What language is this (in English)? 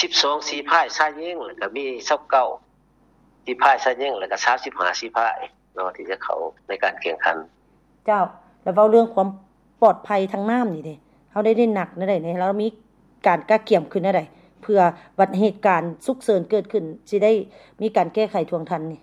Lao